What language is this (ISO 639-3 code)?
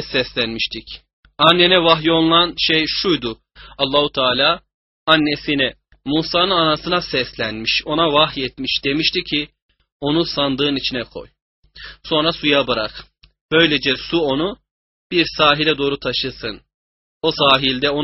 tur